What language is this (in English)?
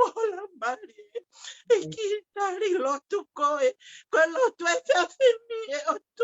Tongan